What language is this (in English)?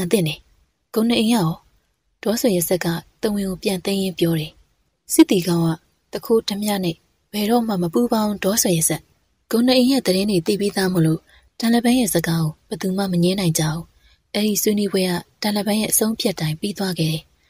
Burmese